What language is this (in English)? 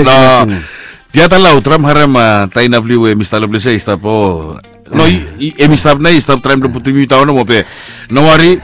Bislama